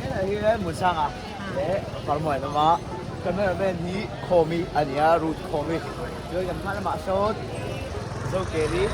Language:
Mizo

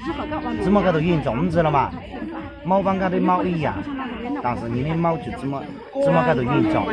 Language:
Hmong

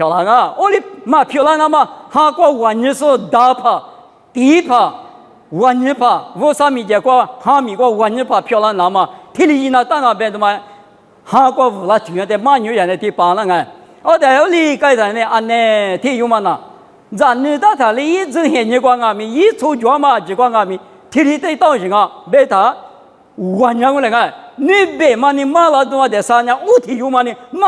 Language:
Lisu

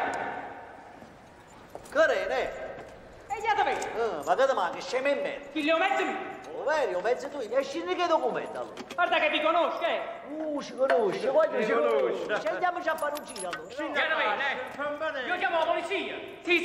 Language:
Italian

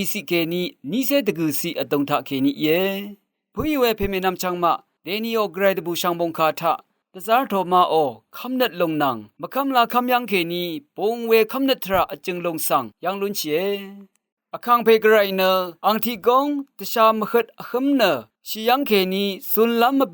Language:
Rawang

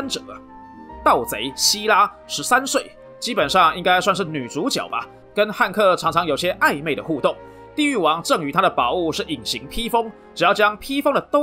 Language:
Chinese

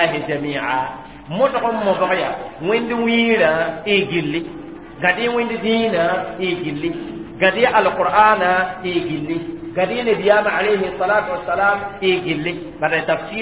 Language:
Mossi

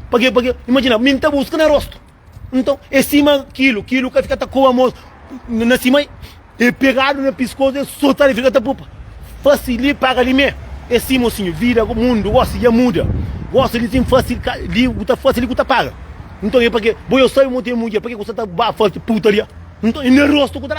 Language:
Kabuverdianu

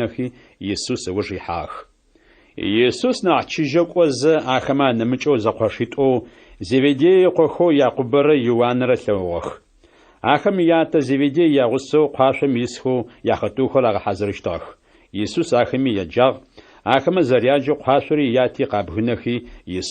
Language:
Adyghe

